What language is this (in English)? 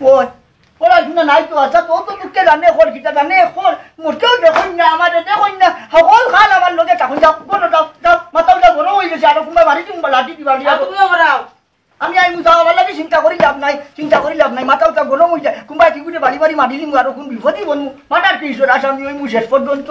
Sylheti